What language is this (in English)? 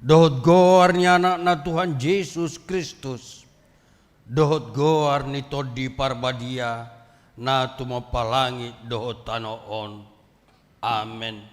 Batak Toba